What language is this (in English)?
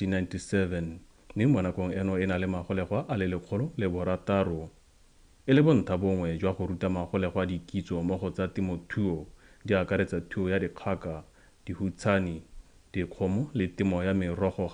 Tswana